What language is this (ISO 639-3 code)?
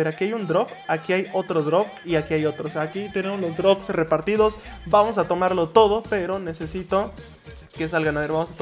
spa